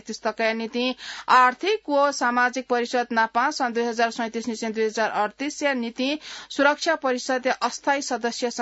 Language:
Newari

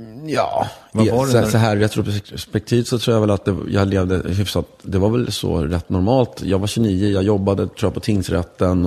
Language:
Swedish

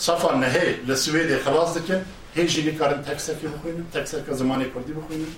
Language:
Kurdish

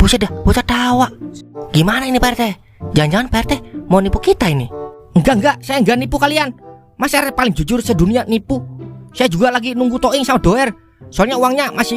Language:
Betawi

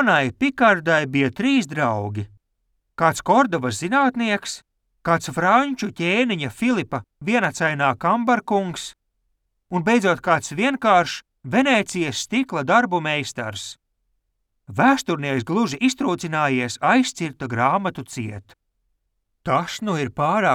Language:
Latvian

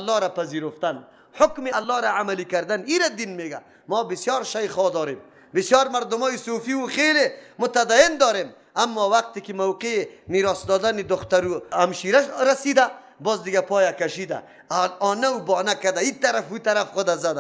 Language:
Persian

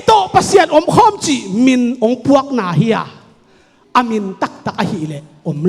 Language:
Tedim Chin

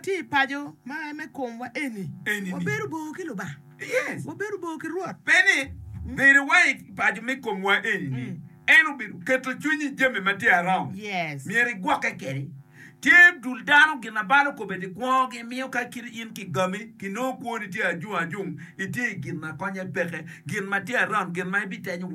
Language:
Acoli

